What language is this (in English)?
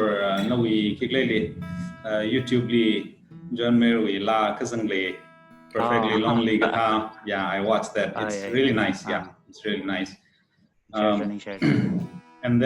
Tangkhul Naga (India)